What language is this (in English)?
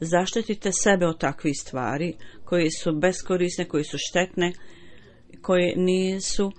Bosnian